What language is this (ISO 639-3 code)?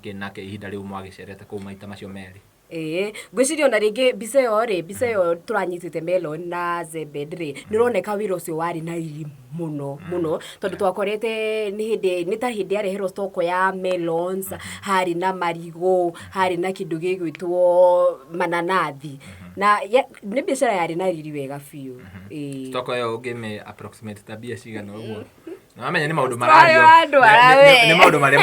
kik